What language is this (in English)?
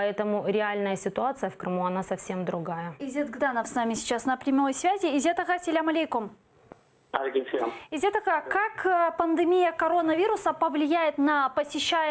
Crimean Tatar